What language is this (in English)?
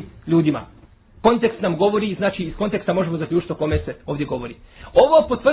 Bosnian